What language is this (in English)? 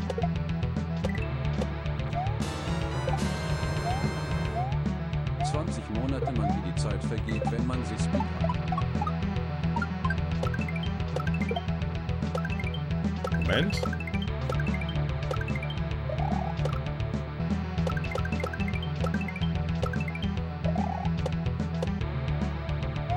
German